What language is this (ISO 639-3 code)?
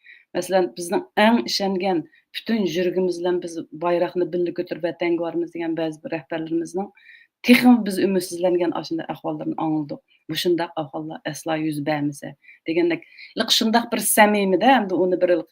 uig